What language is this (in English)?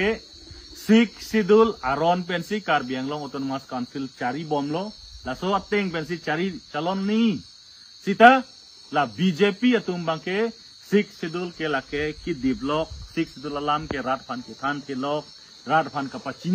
Karbi